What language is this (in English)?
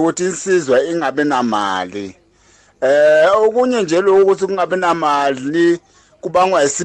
English